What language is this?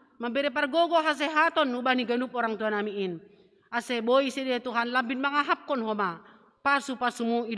Batak Simalungun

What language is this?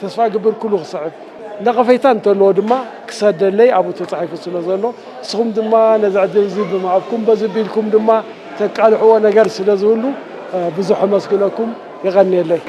Tigrinya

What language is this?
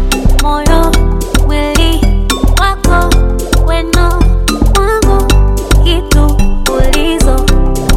Swahili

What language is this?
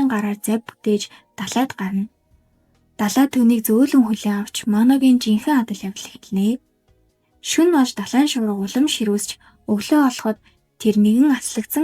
Mongolian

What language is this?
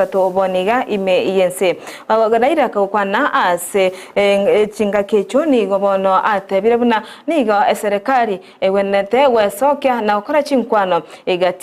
Gusii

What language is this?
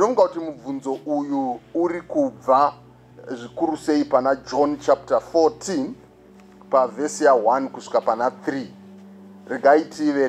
Shona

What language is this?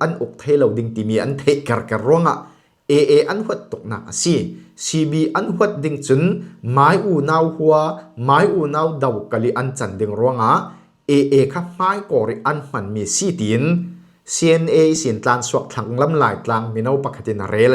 Falam Chin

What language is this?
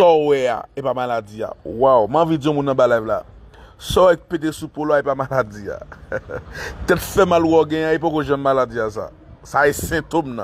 Haitian Creole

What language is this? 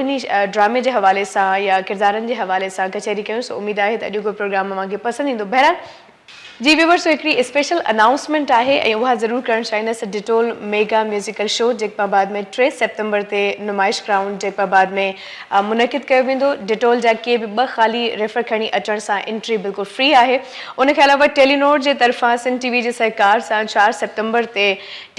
Sindhi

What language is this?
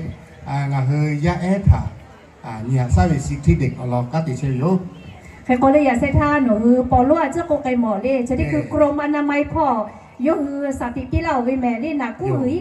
Lahu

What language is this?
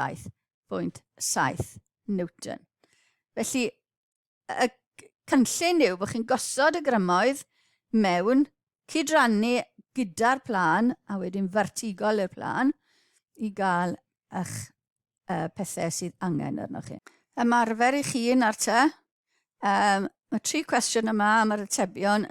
Welsh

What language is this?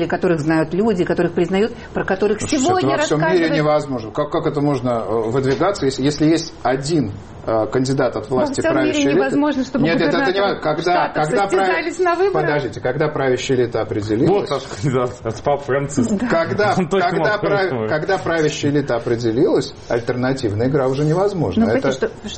Russian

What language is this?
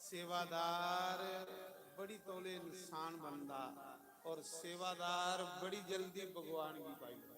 Dogri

